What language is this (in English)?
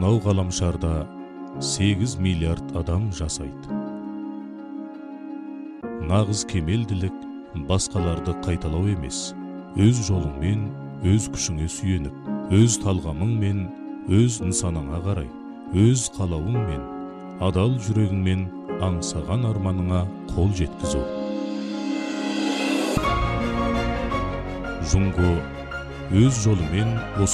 Kazakh